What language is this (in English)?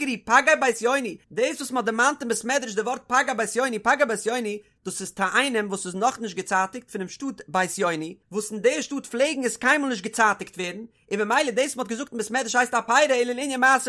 Yiddish